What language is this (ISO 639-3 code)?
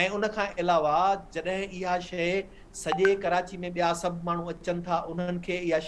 snd